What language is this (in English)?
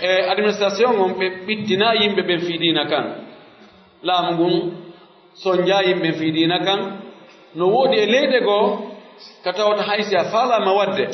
Pular